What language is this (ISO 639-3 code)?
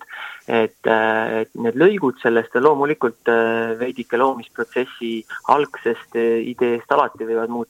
est